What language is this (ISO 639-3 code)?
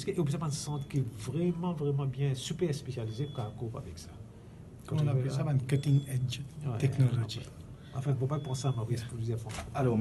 mfe